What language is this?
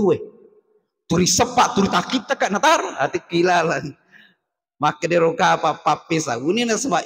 Buginese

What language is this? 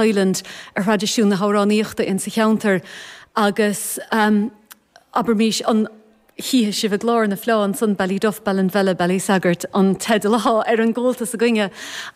Irish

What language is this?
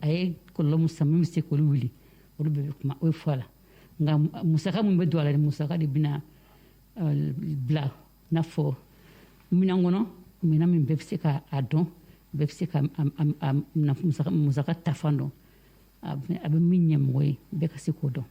Bambara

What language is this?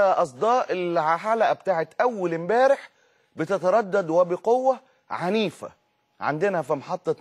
Egyptian Arabic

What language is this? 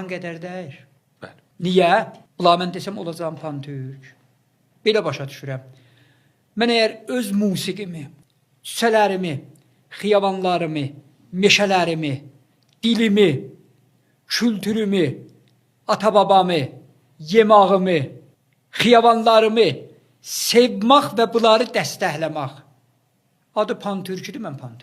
Azerbaijani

